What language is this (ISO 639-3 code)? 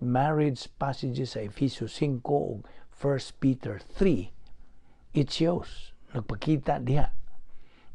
ceb